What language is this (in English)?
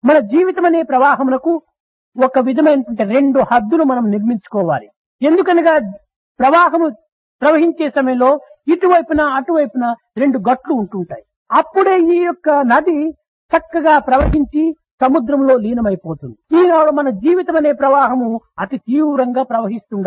Telugu